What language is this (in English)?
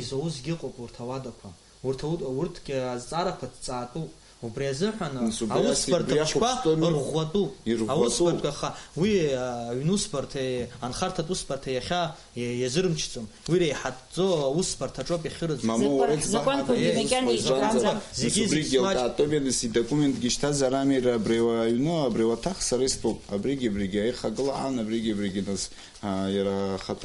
Abkhazian